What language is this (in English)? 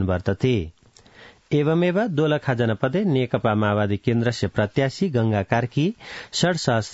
Sanskrit